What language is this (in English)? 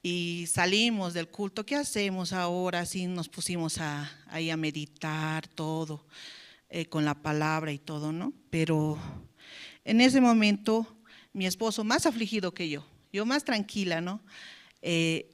South Bolivian Quechua